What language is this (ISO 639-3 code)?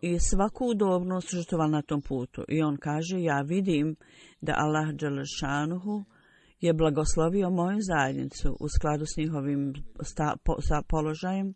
bos